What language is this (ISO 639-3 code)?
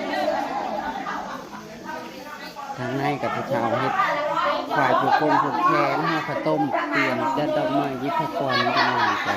tts